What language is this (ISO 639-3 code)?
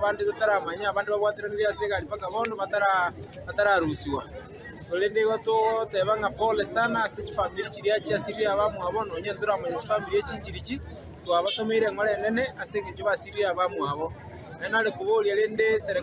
guz